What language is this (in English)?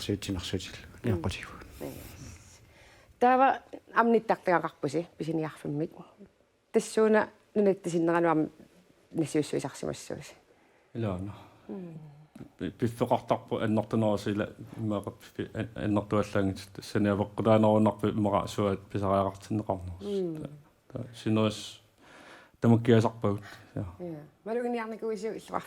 Kalaallisut